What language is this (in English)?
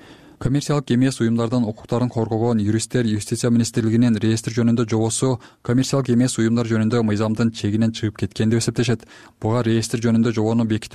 Kyrgyz